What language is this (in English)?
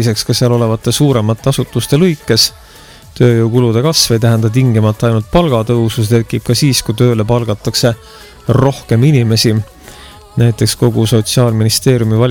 Estonian